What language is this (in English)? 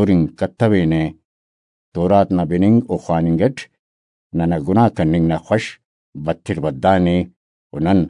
Brahui